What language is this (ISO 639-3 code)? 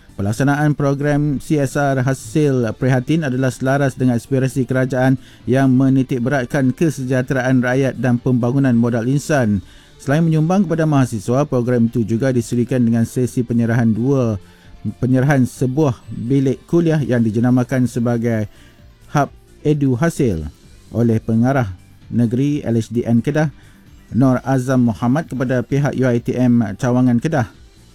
msa